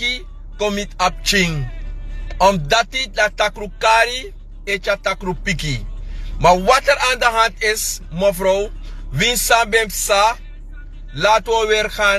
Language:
Sranan Tongo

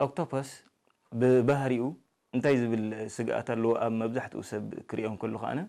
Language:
Tigrinya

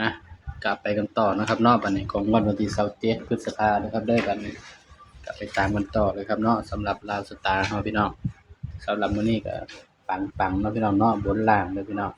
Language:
Northeastern Thai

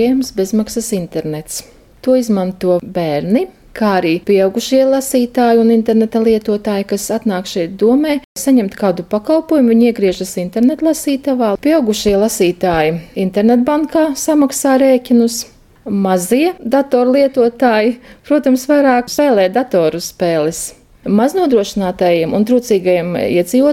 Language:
Latvian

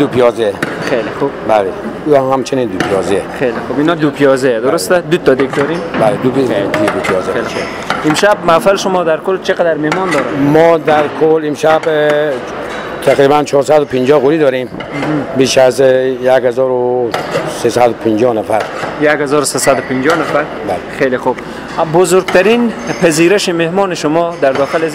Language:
Persian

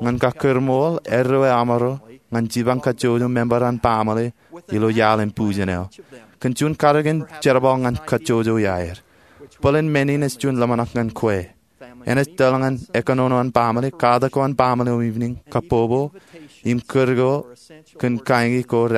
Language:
Marshallese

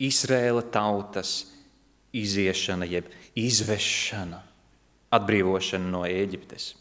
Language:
Latvian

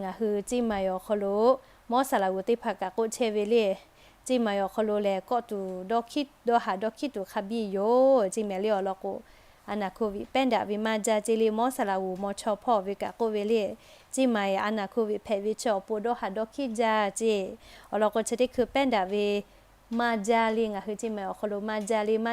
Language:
Lahu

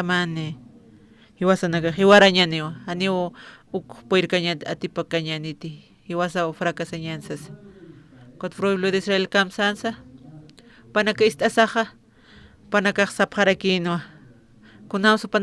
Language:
Aymara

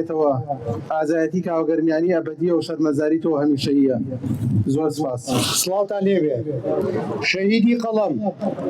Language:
Central Kurdish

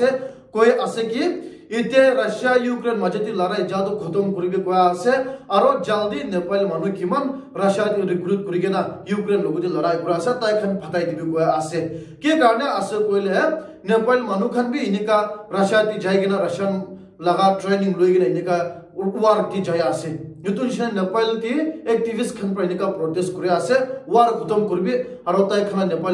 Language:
Naga Pidgin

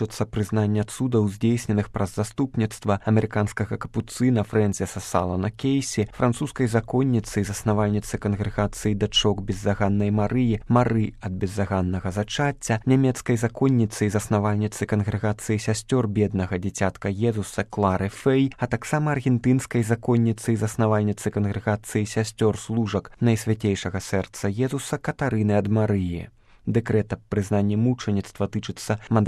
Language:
Belarusian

